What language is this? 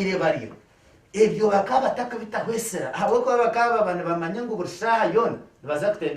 Nyankole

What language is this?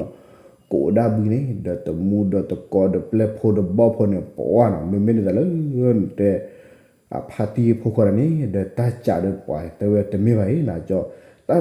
S'gaw Karen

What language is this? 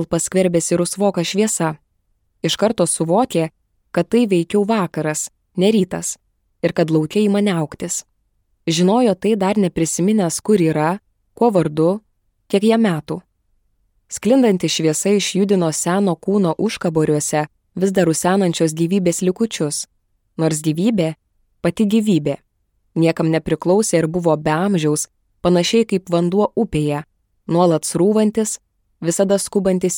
Lithuanian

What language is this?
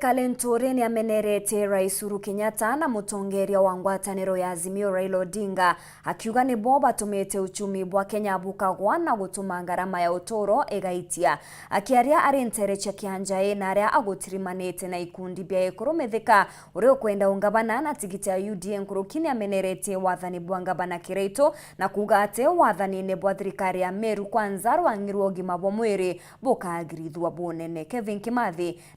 Meru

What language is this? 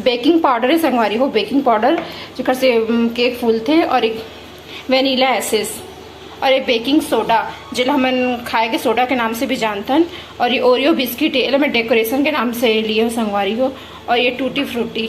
Chhattisgarhi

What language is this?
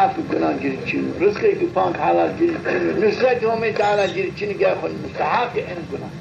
Zaza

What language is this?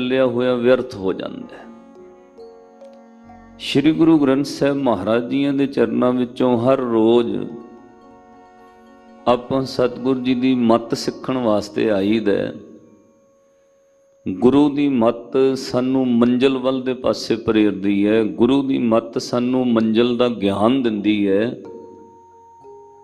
Punjabi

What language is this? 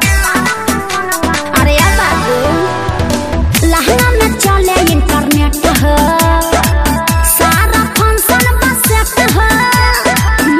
Bhojpuri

